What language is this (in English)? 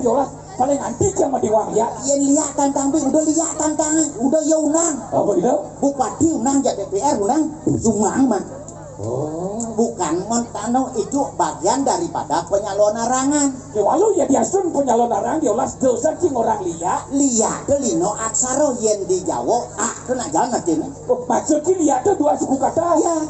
Balinese